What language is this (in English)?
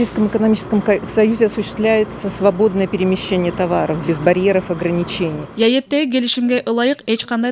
Kyrgyz